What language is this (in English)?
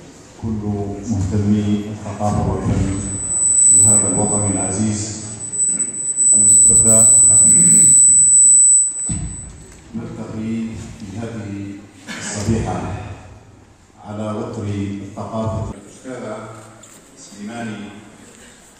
Arabic